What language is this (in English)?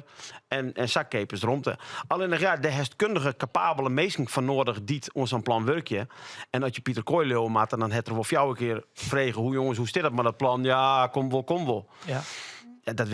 Western Frisian